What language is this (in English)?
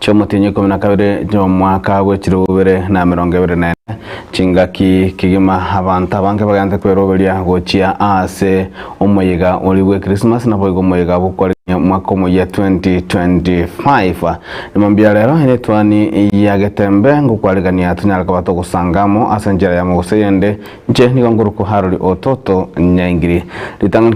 Gusii